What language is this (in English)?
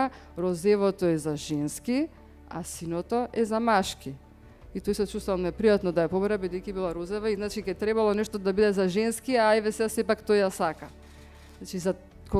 Macedonian